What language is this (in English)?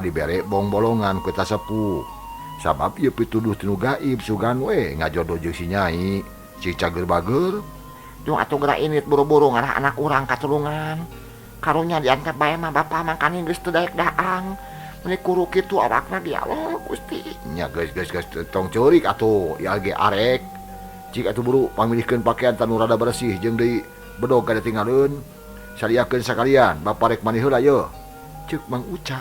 Sundanese